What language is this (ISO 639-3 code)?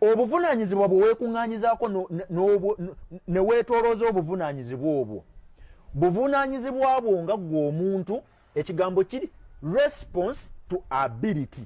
lug